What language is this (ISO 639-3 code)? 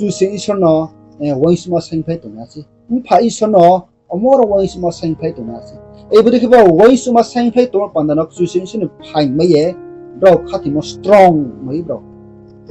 ria